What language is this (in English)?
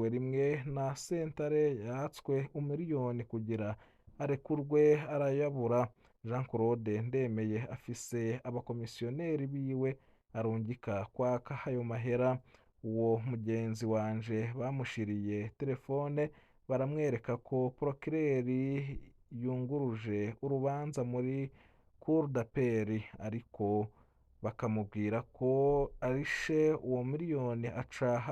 Rundi